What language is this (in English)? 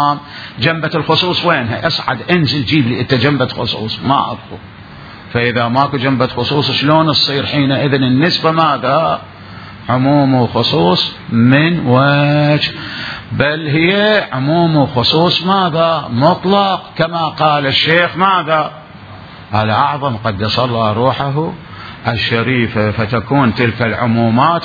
Mesopotamian Arabic